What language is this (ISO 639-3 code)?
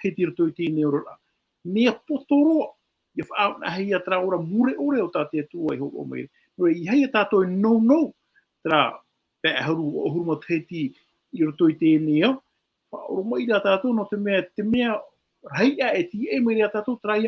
tah